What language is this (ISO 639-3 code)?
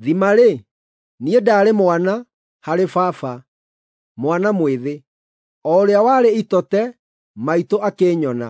kik